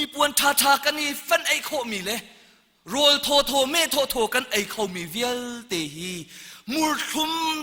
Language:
Hakha Chin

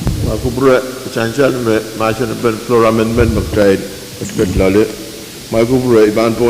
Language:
Pohnpeian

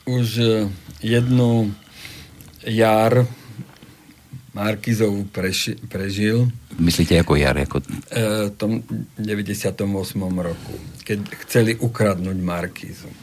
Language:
Slovak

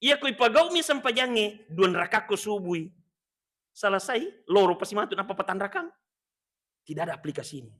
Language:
Buginese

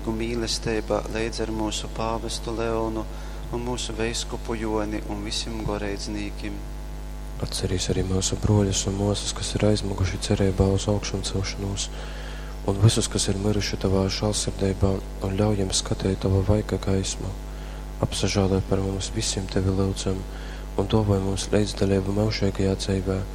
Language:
Latgalian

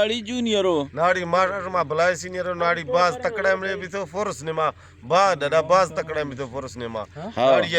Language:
Eastern Balochi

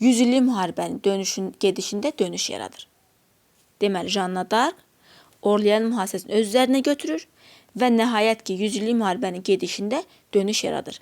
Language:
Azerbaijani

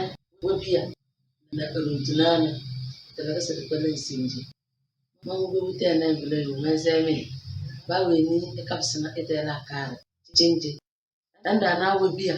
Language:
Tem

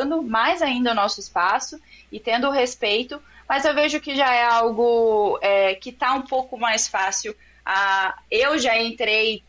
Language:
Portuguese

